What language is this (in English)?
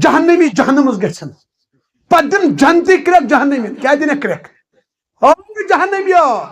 Kashmiri